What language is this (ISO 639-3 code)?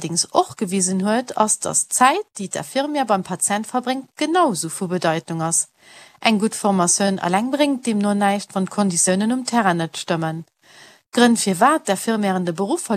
ltz